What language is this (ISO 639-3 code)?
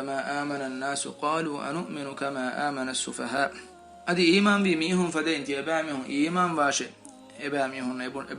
div